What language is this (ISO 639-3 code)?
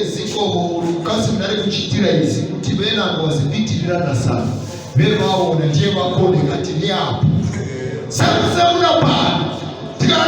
nya